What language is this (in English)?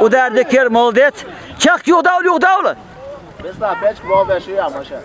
Chechen